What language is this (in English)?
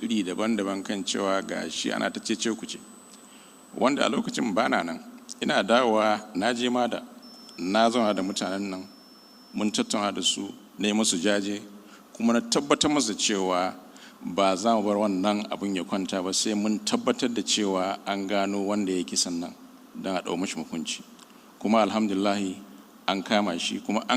Hausa